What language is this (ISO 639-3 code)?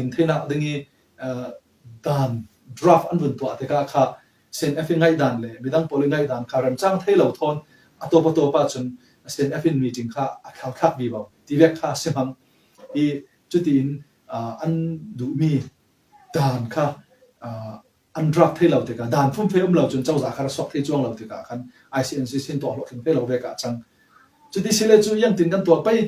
cfm